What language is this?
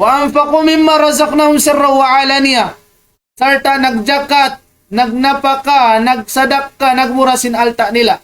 Tausug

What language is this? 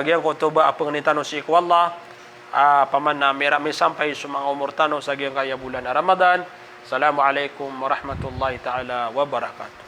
Maranao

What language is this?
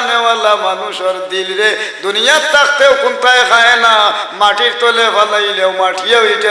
Sylheti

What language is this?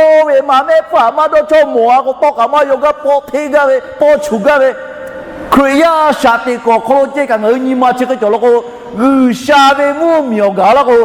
Lahu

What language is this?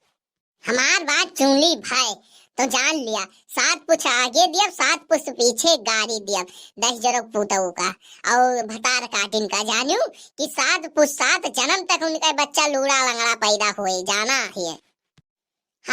Awadhi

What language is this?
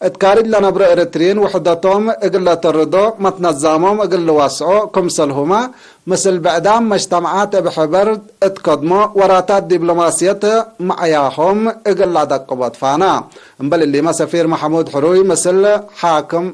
Tigre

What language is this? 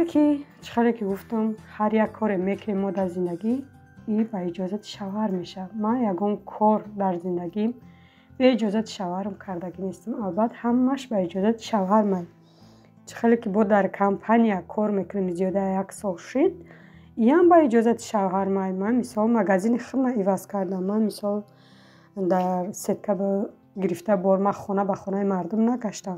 Tajik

